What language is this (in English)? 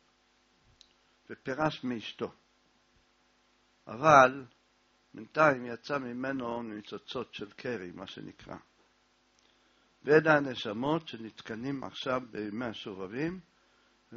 Hebrew